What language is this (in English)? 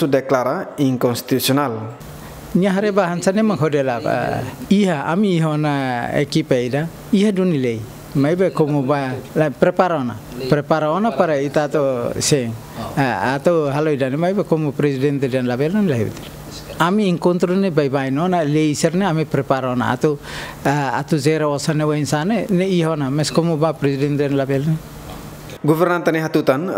Tetum